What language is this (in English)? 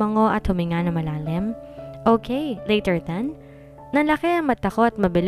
Filipino